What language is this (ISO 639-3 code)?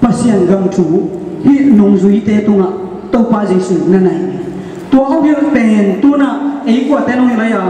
ctd